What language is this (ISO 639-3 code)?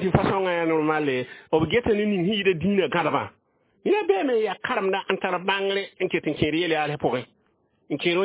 mos